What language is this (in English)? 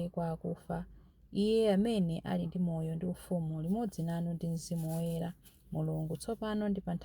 Nyanja